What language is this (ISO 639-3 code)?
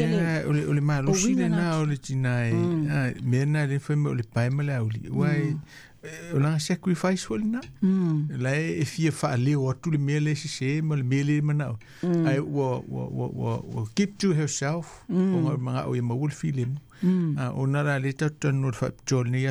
smo